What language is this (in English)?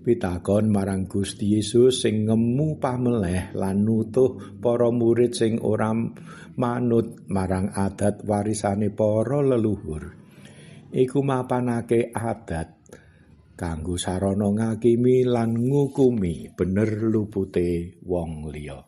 Javanese